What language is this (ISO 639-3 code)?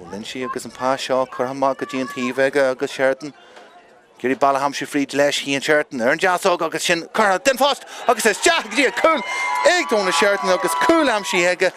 gle